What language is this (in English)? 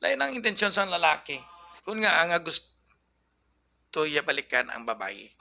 Hiligaynon